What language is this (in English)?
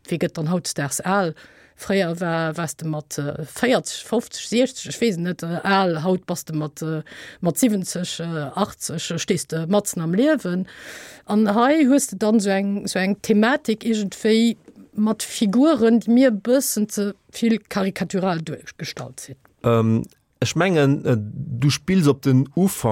Luxembourgish